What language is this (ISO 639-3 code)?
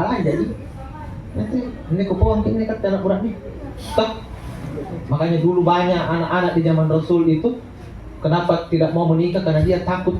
mak